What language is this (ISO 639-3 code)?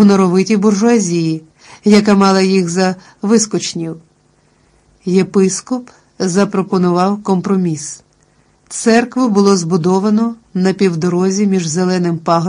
ukr